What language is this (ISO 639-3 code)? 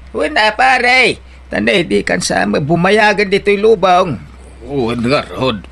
ilo